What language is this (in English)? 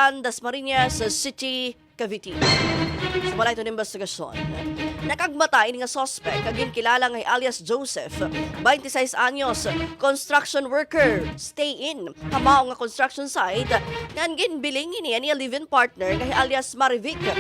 Waray